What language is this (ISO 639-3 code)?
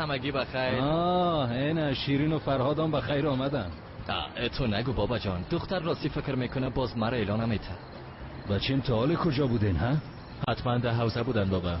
tgk